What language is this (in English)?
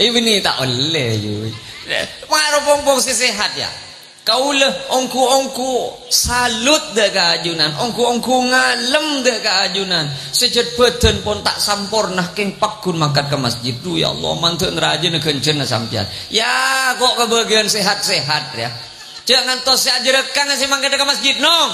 Madurese